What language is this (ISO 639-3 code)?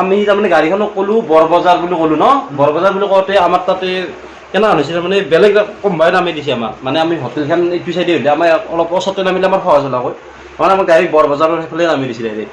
asm